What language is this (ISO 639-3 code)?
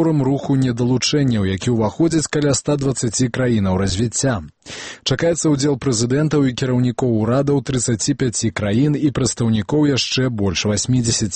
bel